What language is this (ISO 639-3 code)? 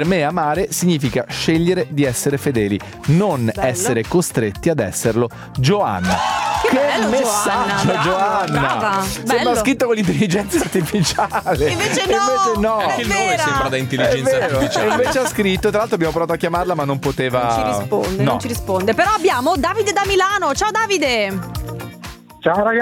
ita